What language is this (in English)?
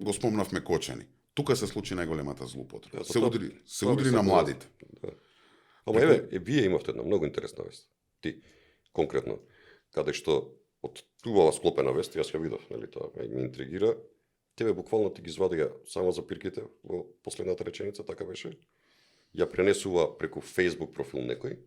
Macedonian